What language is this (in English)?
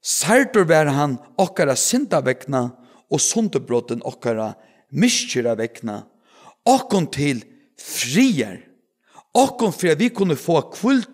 Faroese